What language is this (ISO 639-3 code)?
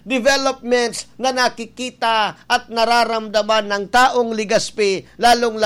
bik